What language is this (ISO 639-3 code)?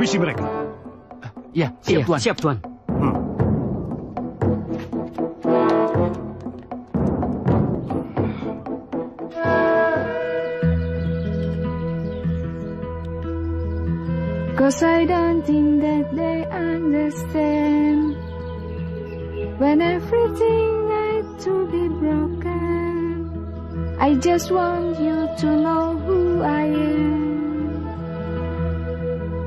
ind